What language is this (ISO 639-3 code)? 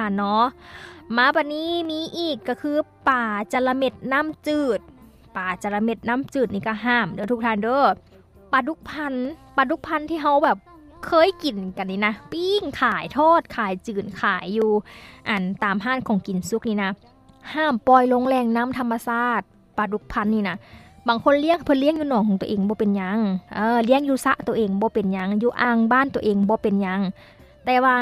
lao